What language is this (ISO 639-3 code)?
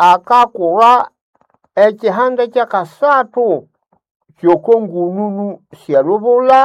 nnb